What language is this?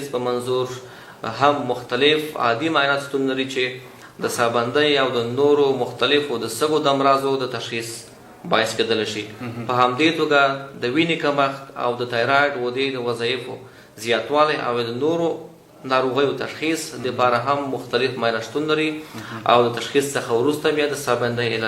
Pashto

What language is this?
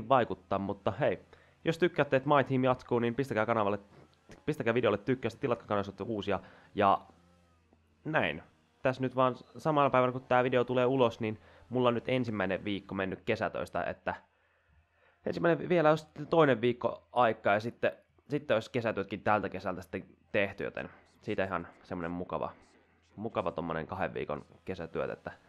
Finnish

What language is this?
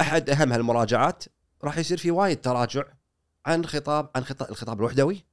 Gulf Arabic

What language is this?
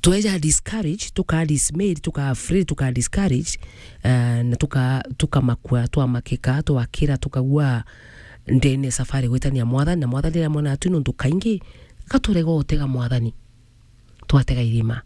Meru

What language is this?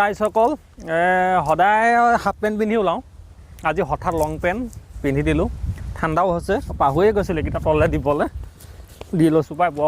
Assamese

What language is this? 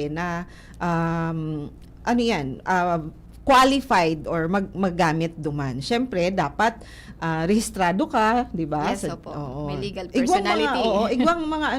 Bikol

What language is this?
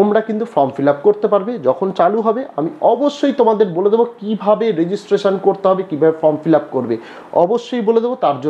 Bangla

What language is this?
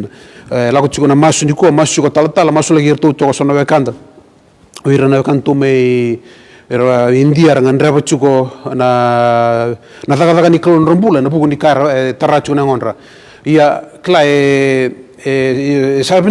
Fijian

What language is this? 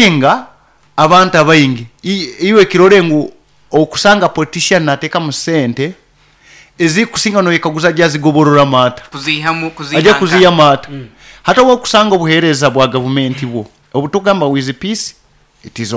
Nyoro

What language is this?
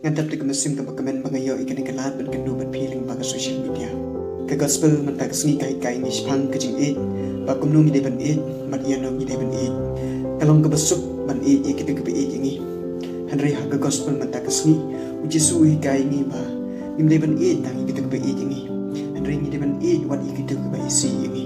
Khasi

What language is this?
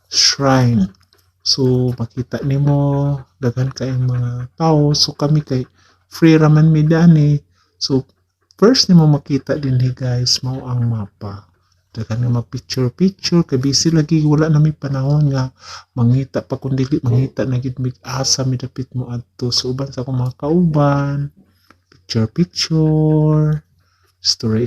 Cebuano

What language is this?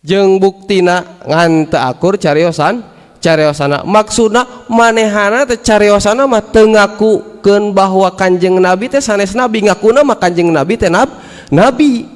Sundanese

